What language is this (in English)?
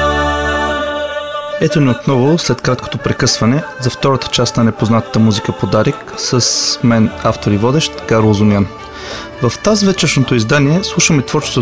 Bulgarian